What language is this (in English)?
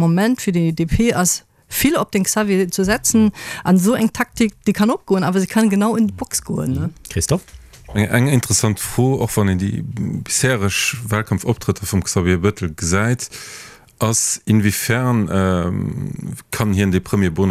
Luxembourgish